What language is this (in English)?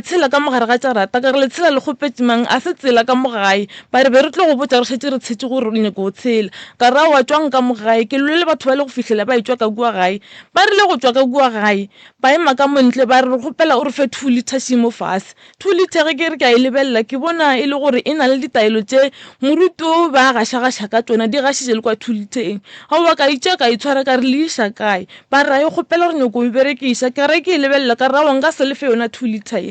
Northern Sotho